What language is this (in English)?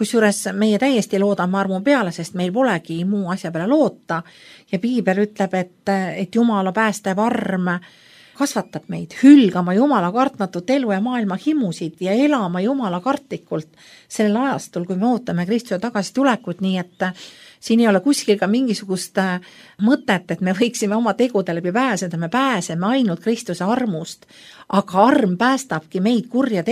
Estonian